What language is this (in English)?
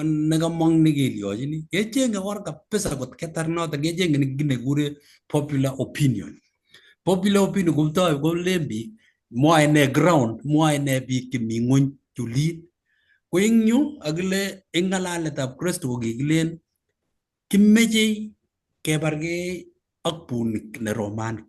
Kalenjin